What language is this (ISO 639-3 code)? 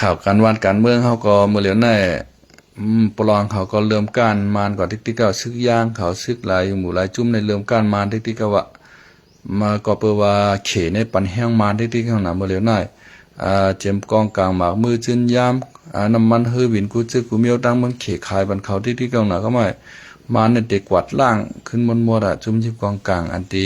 shn